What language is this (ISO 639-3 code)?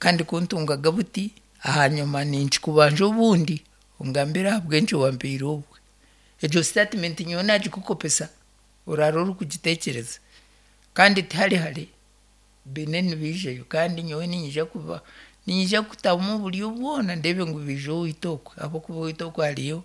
nyn